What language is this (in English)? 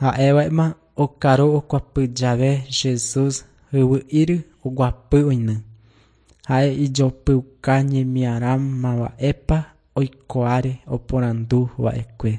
Guarani